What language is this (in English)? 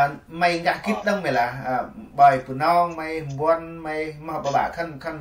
Central Mnong